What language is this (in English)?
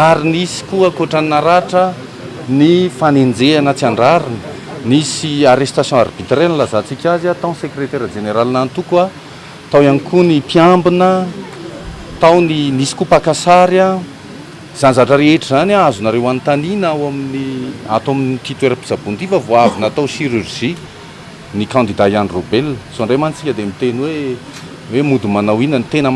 Malagasy